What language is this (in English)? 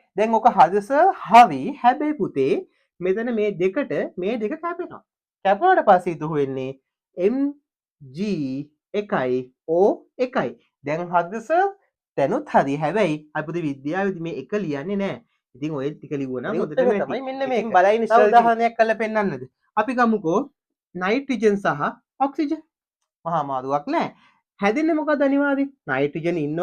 Sinhala